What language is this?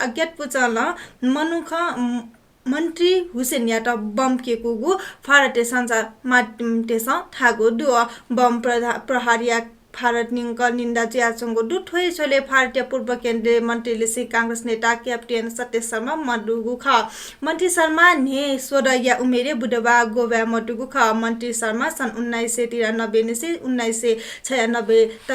Newari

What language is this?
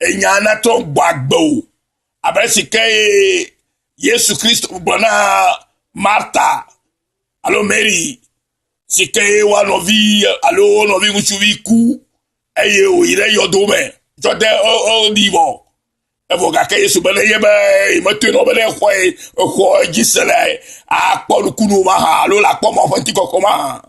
Ewe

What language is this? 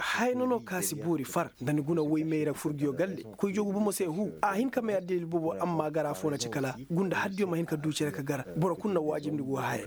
Koyraboro Senni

